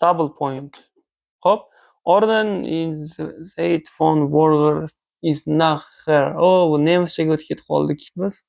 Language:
Uzbek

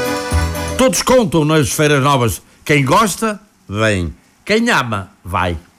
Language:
Portuguese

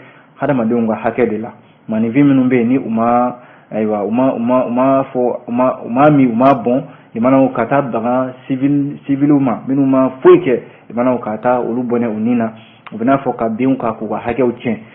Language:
Bambara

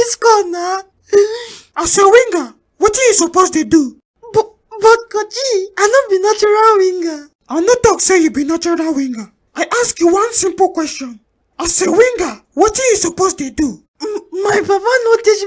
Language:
Nigerian Pidgin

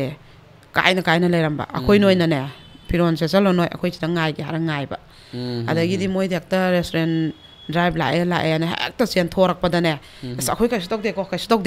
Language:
Manipuri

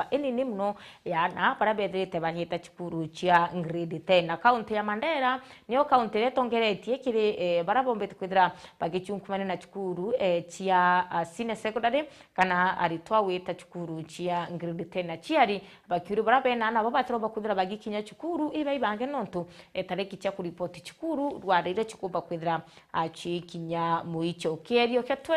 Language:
Meru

